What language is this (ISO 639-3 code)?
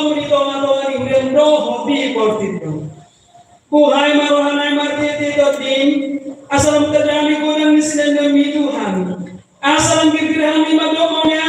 bbc